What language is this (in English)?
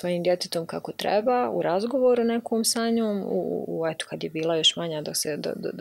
Bosnian